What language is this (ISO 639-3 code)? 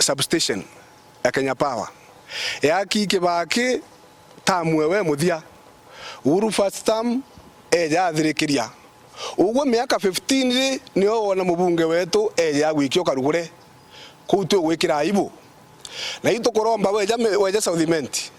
mer